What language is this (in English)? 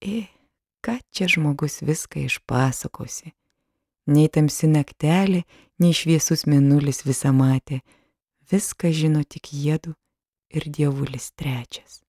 Lithuanian